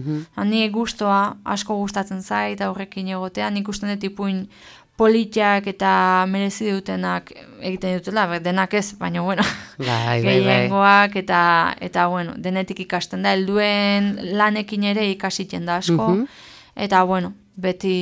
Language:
Basque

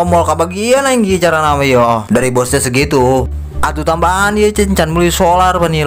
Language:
Sundanese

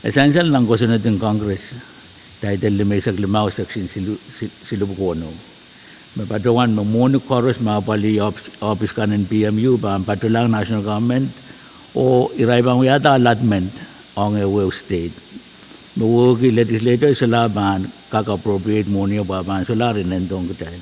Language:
Pohnpeian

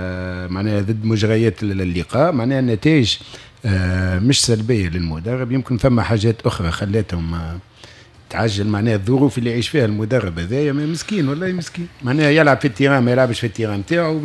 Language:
Tunisian Arabic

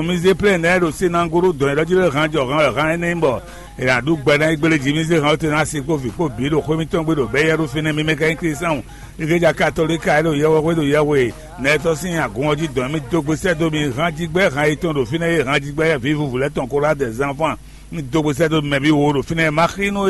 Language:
Fon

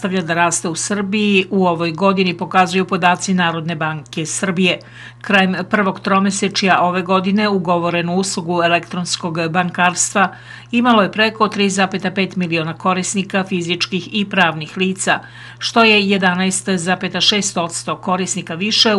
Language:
Serbian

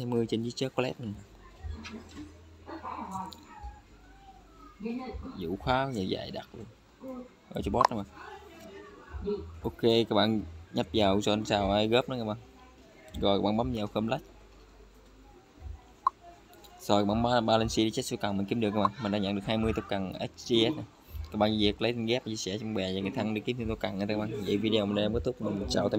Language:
Vietnamese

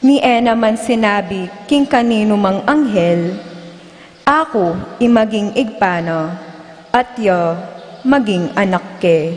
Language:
Pampanga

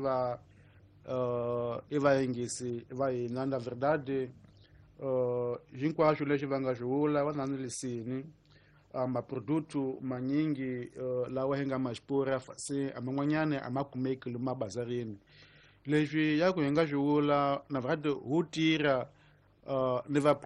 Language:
Tsonga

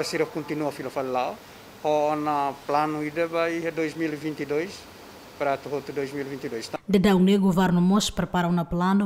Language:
Tetum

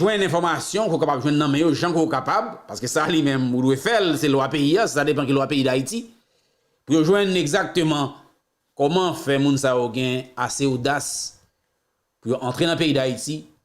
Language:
Haitian Creole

